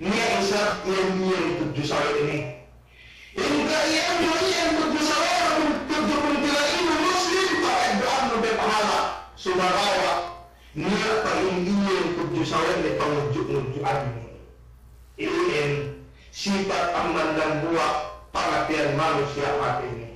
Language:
Yakan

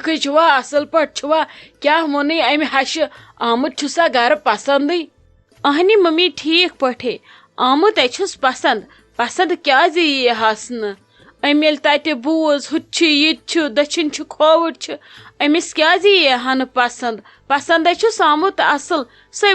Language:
Kashmiri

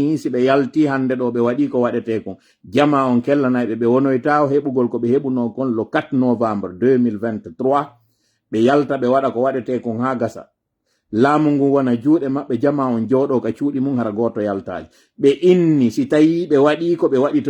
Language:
Pular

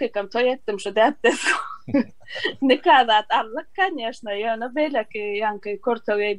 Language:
Turkmen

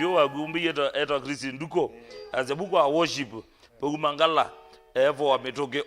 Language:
Kamba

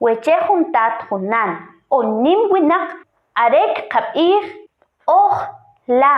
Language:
Kʼicheʼ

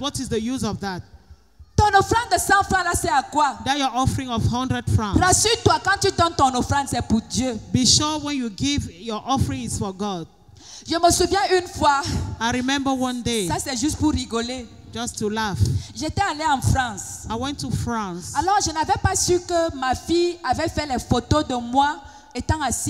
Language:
French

